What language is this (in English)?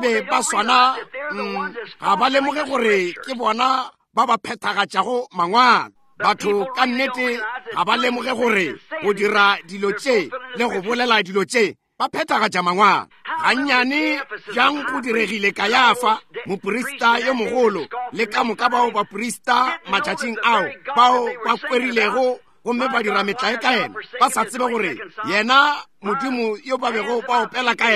Northern Sotho